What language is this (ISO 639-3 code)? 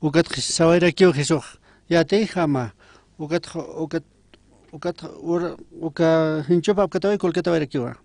aym